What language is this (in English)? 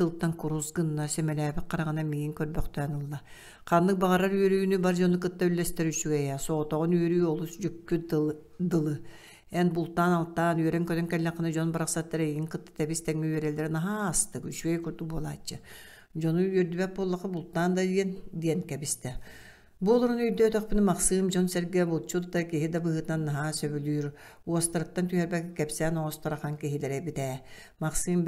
Yakut